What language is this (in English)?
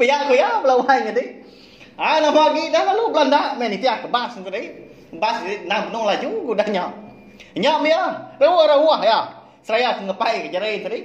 Iban